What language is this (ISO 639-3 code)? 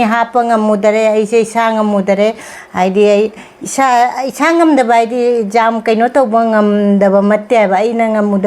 mni